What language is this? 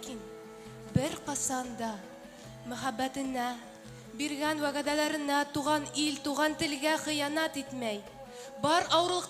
Bashkir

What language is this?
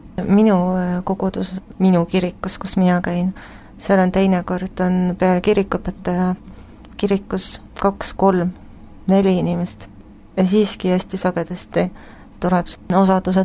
Estonian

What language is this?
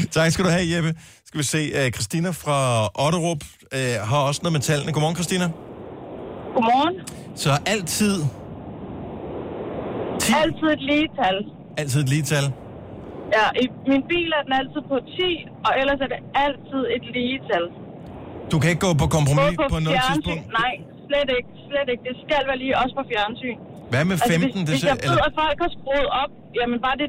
Danish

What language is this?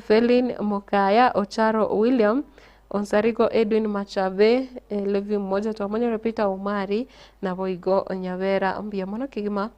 Gusii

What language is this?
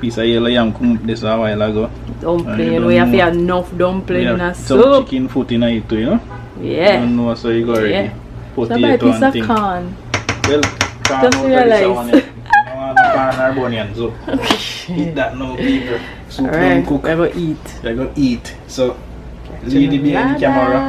Jamaican Creole English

